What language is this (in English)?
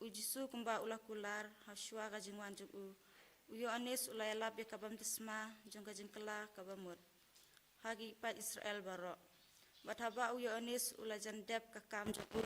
Khasi